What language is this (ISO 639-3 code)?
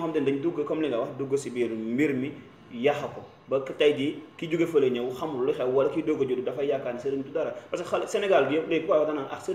wol